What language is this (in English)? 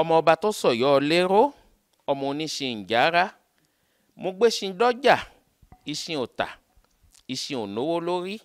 Yoruba